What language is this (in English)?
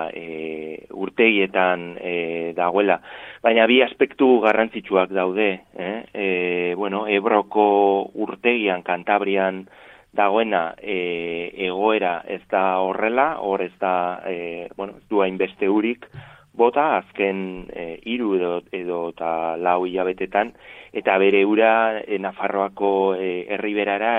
Basque